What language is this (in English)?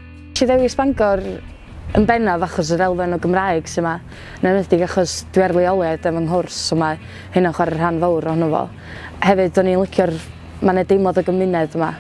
Welsh